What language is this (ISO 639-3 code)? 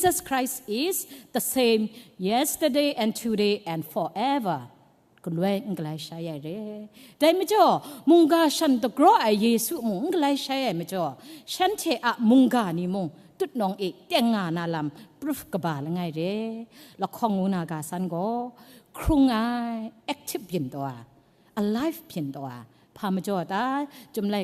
kac